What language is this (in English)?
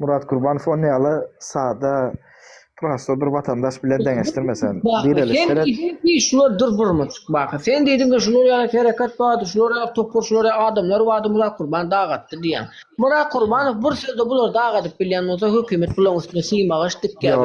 Turkmen